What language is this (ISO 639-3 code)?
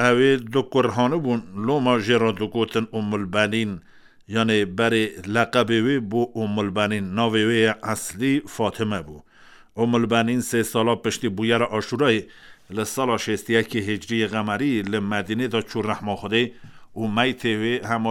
kur